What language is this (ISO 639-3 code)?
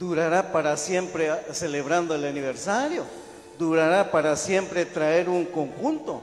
kek